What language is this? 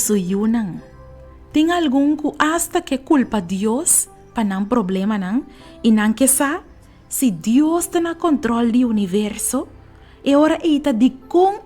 Papiamento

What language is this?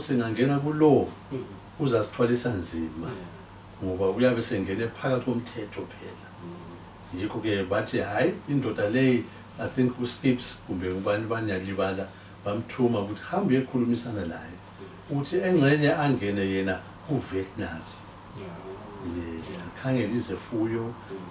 Zulu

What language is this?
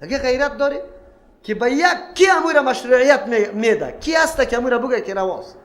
Persian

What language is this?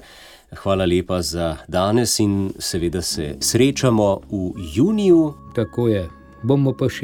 Slovenian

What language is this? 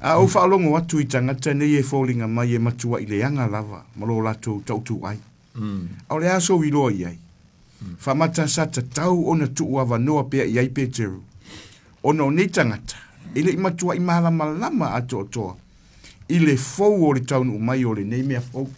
Samoan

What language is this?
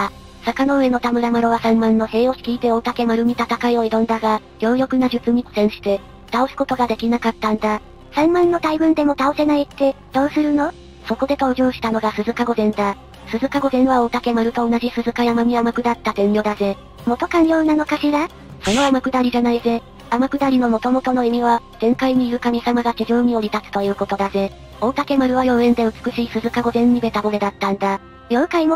Japanese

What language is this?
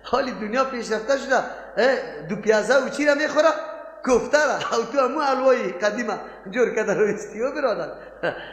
Persian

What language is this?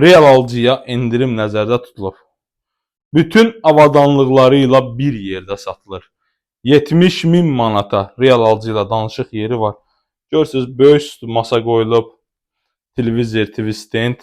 Azerbaijani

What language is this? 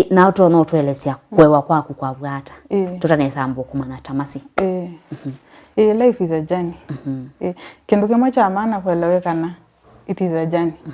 Kamba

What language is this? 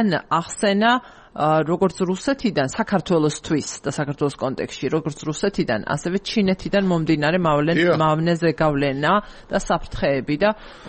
Georgian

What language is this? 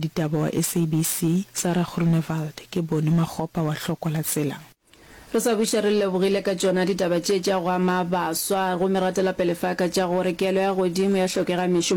Northern Sotho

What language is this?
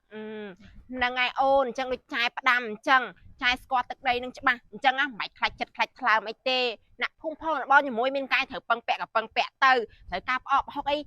Khmer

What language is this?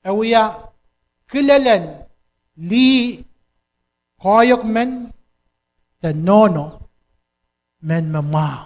Pohnpeian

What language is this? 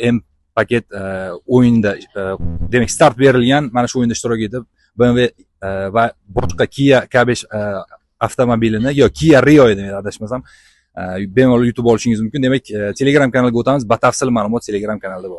Uzbek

